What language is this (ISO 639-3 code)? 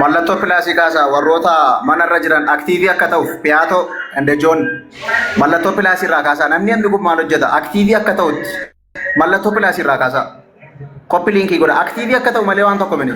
orm